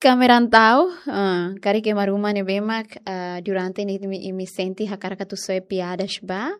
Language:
Tetum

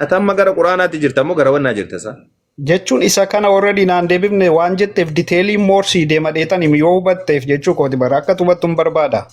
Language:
Oromo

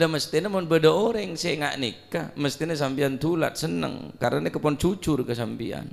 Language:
Madurese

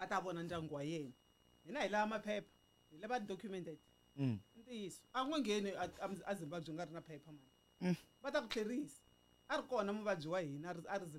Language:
Tsonga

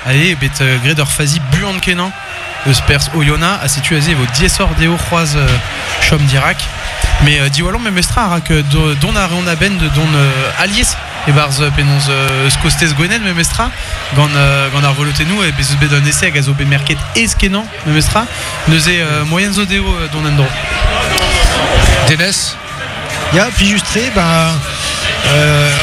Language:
Breton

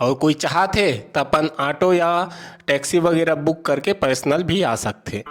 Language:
Chhattisgarhi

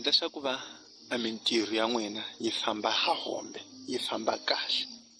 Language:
Tsonga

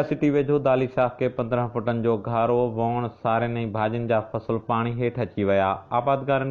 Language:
Sindhi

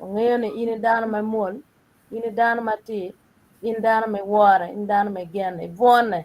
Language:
Acoli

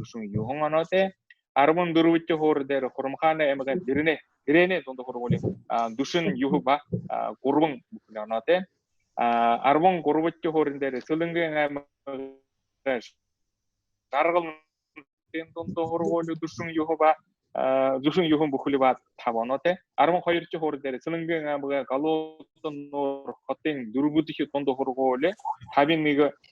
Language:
Buriat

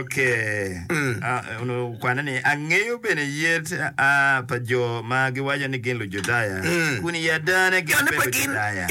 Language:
Acoli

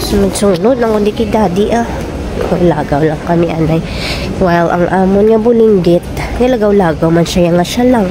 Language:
Hiligaynon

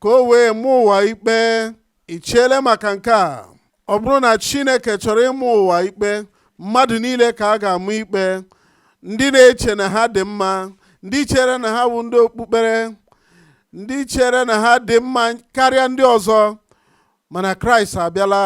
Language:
Igbo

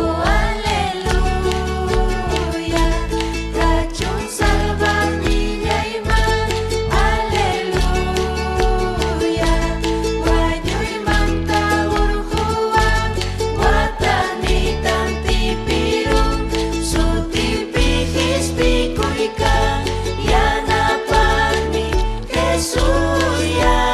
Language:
Ayacucho Quechua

